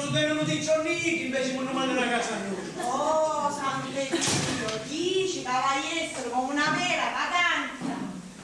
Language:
Sicilian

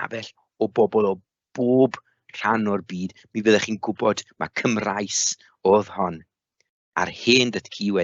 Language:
Welsh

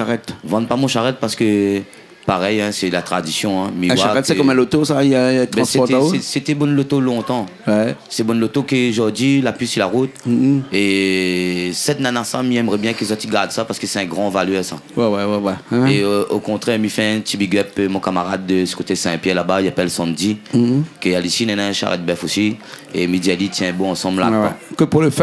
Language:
Réunion Creole French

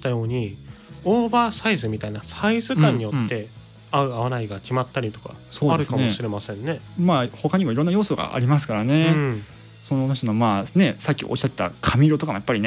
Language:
Japanese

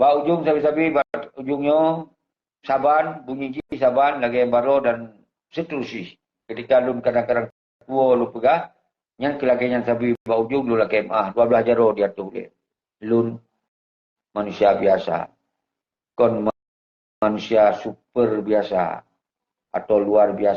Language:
Achinese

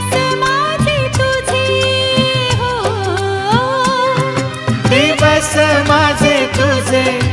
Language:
Marathi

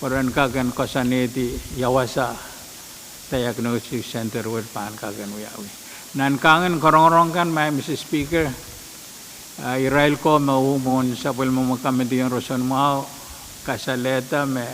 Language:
Pohnpeian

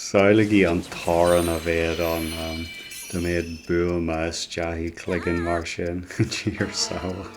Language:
Irish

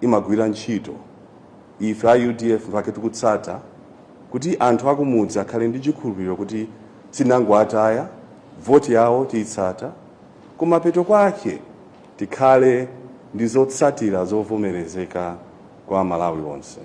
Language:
Nyanja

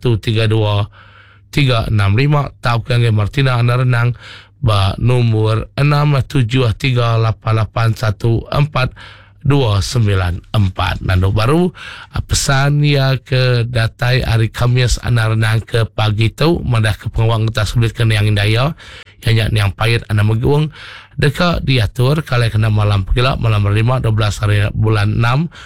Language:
Iban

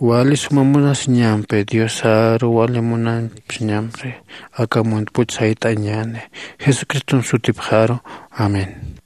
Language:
Aymara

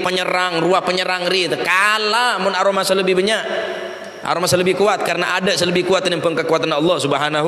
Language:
Madurese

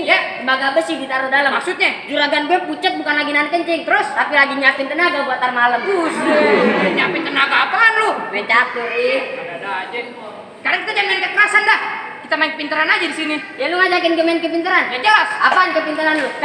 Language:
Betawi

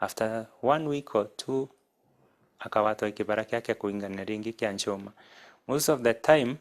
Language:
Meru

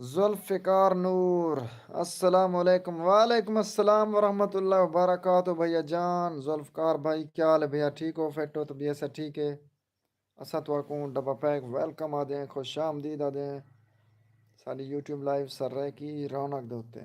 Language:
Saraiki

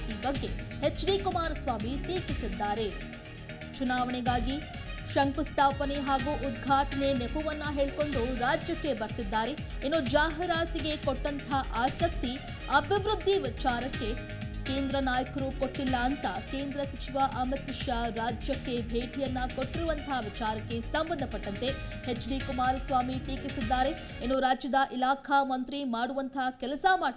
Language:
Kannada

